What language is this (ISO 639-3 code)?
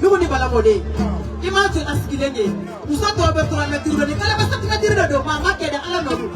bam